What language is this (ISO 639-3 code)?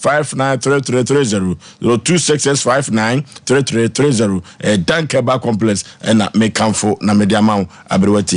aka